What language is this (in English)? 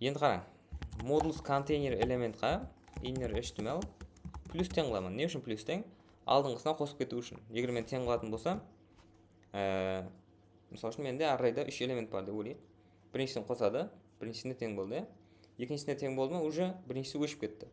Kara-Kalpak